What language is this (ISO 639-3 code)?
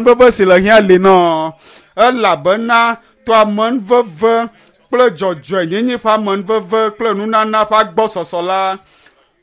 ewe